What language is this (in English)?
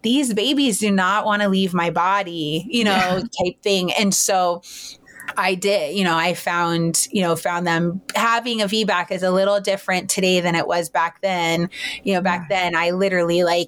English